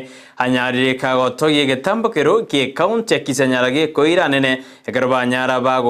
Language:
Gusii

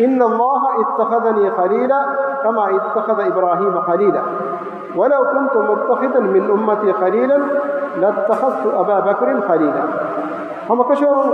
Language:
Divehi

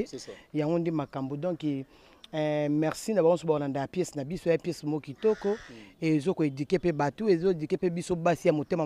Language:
Lingala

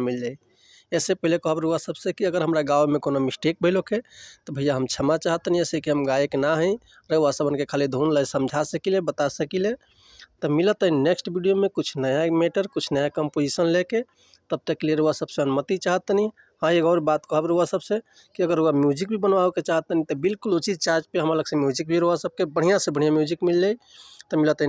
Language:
Bhojpuri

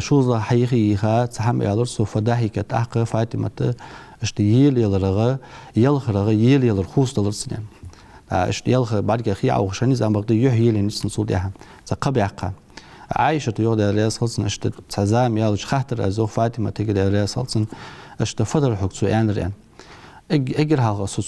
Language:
Ingush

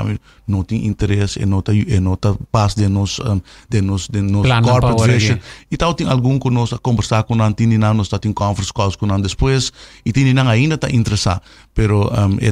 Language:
Papiamento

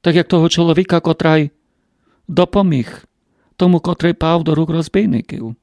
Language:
Rusyn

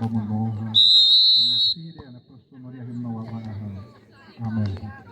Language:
Xavánte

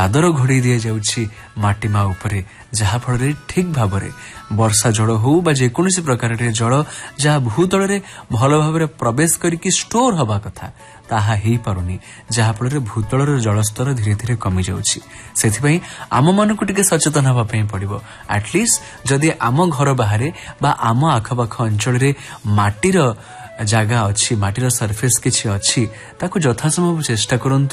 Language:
Odia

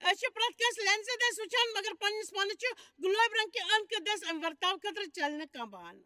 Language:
Kashmiri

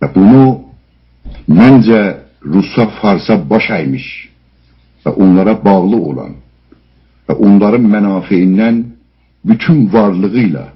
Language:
South Azerbaijani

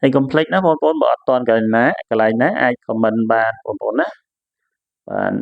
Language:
Khmer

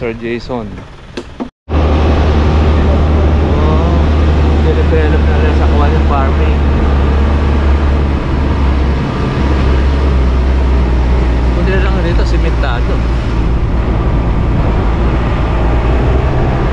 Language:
Filipino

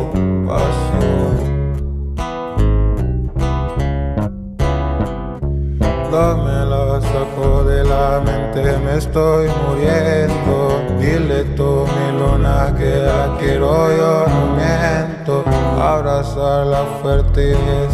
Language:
Spanish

